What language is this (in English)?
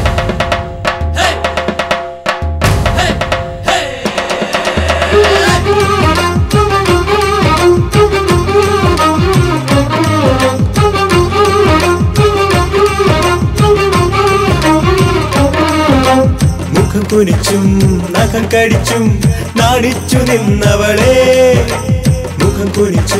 Malayalam